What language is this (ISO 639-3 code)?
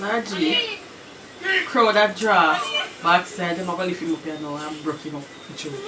jam